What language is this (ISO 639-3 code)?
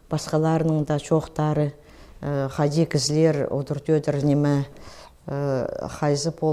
kjh